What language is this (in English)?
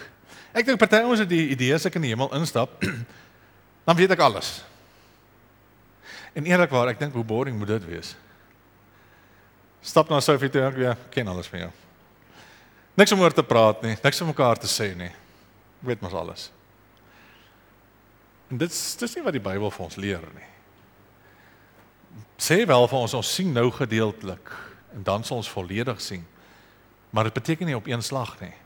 Afrikaans